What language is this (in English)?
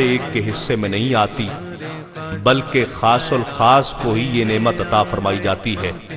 Urdu